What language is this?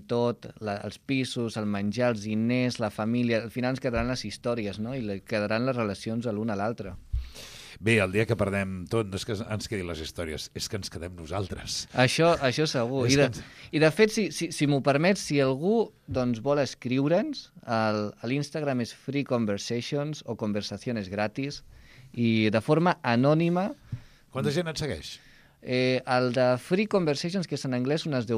Catalan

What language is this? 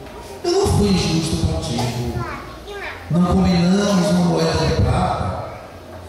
Portuguese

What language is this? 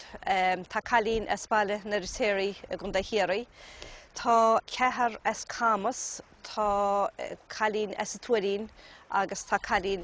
Irish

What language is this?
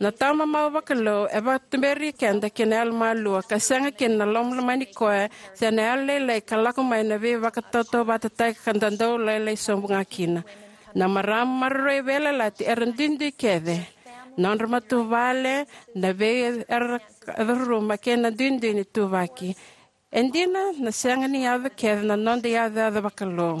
Fijian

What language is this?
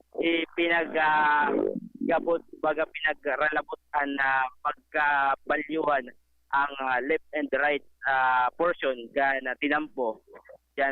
Bikol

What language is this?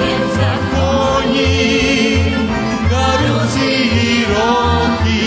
Rusyn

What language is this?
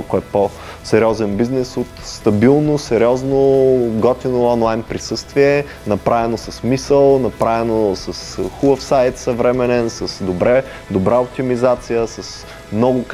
Bulgarian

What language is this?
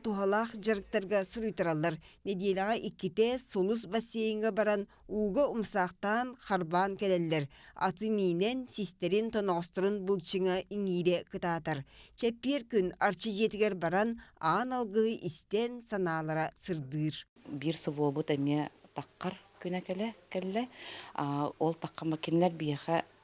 Yakut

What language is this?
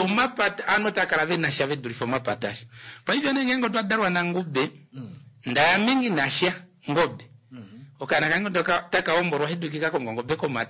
Kuanyama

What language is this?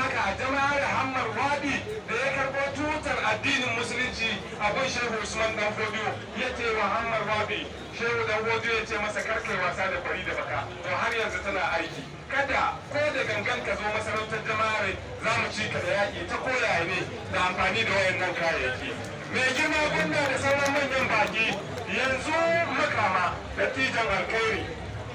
Hausa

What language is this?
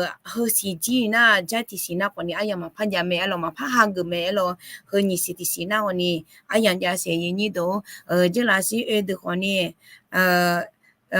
Akha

